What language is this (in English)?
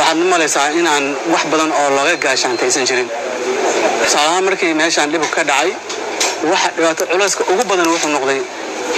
Somali